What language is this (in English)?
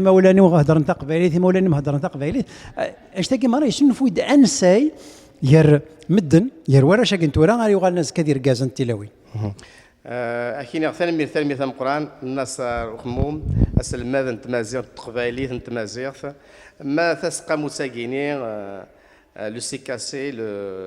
Kabyle